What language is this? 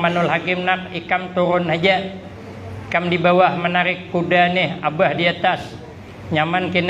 Banjar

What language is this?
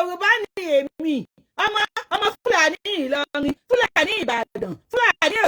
Yoruba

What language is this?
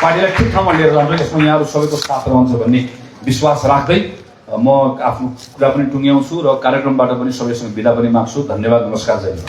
Nepali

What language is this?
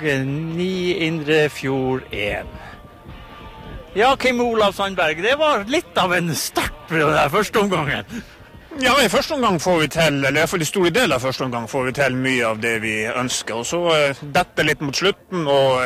Norwegian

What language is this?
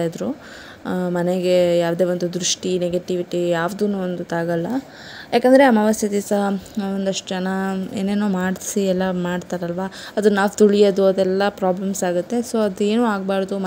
Kannada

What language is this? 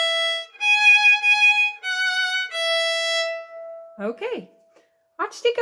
Dutch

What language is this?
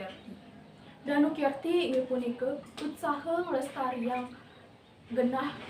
Balinese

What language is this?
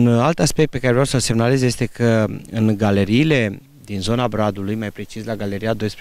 Romanian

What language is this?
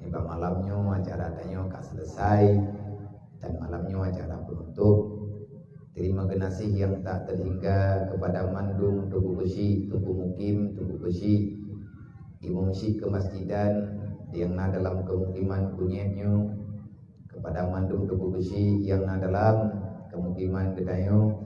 Achinese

